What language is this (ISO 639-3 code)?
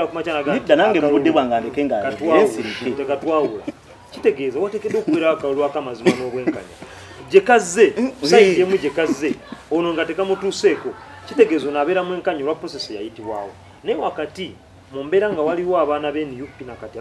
lug